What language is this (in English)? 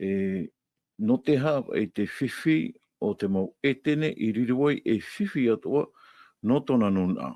Tahitian